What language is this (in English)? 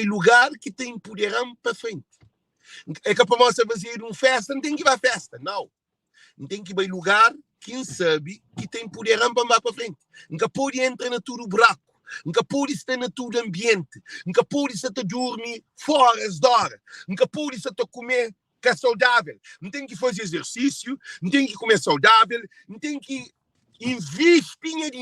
Kabuverdianu